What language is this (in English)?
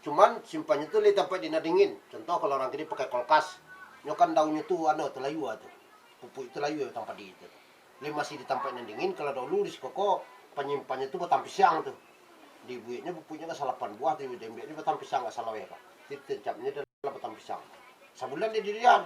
Minangkabau